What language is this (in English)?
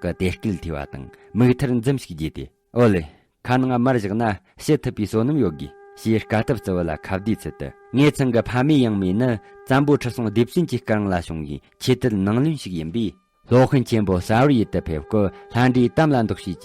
Tibetan